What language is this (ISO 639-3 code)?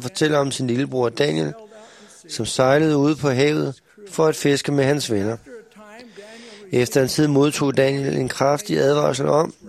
dan